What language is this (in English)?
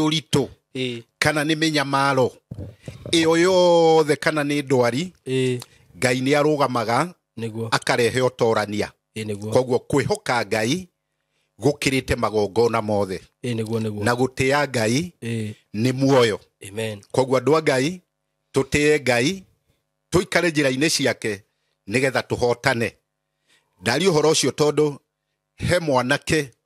Kikuyu